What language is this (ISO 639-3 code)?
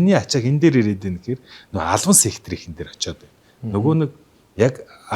mon